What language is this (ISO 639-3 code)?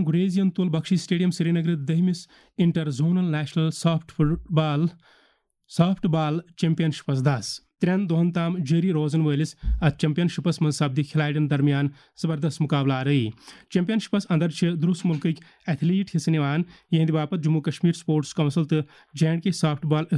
kas